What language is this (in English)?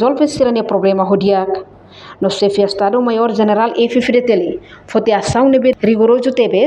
Tetum